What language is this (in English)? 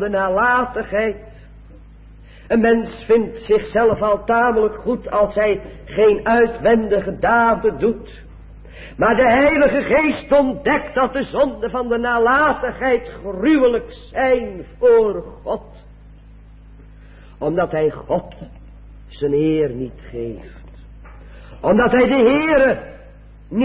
Dutch